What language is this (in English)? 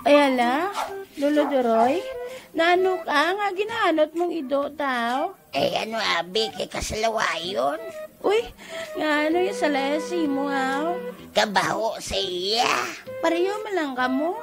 Hiligaynon